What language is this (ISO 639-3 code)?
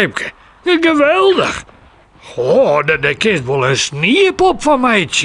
fry